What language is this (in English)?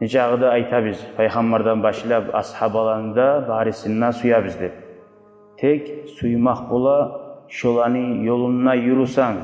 Kumyk